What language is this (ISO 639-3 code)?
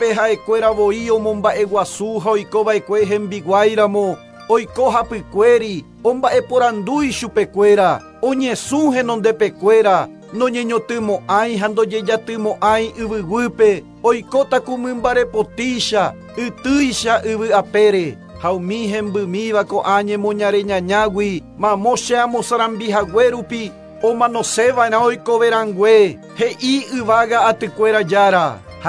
grn